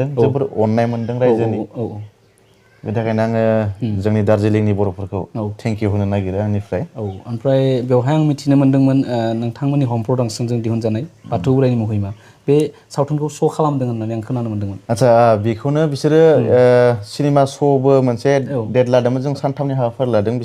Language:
Bodo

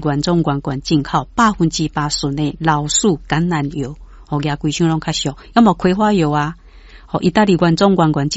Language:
Min Nan Chinese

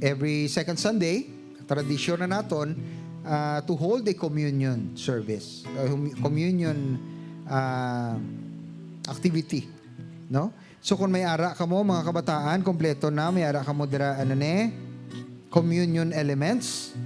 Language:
Hiligaynon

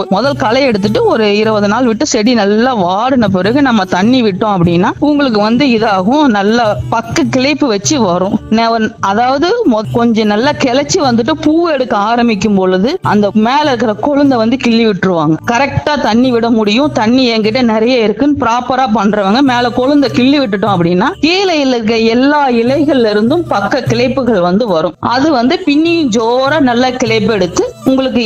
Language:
Tamil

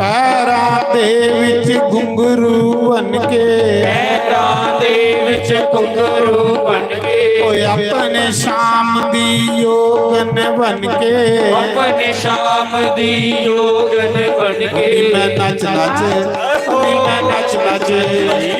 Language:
Dogri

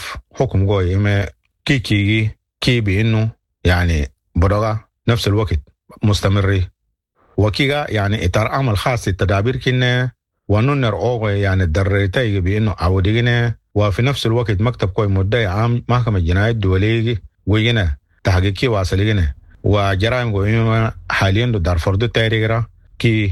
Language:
Sudanese Arabic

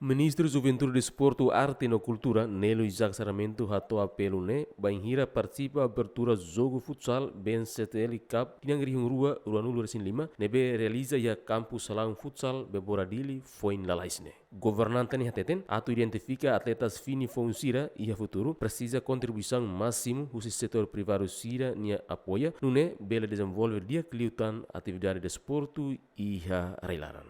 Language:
Tetum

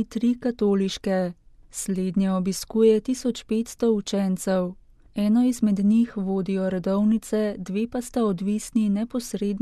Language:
Slovenian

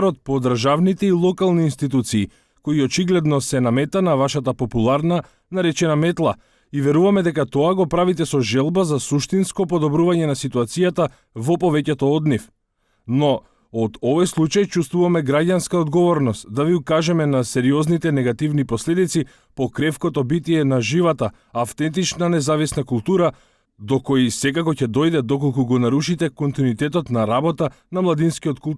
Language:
Macedonian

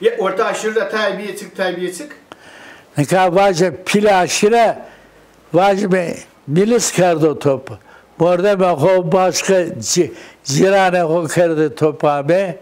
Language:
Zaza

